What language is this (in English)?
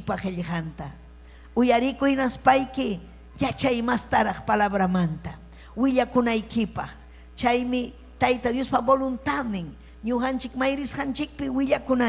Ayacucho Quechua